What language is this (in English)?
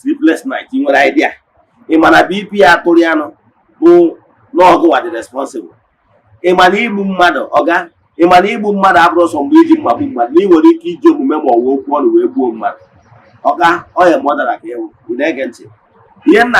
Igbo